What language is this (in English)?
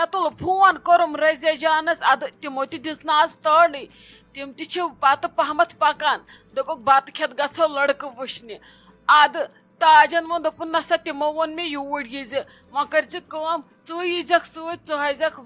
Kashmiri